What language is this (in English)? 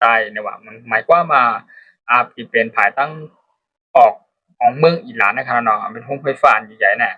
Shan